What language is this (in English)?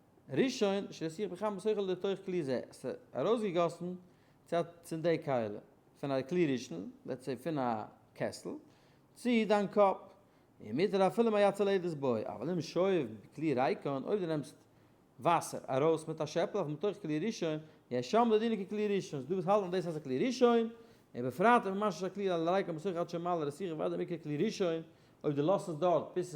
Yiddish